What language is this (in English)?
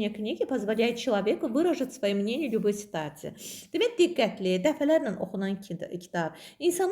Azerbaijani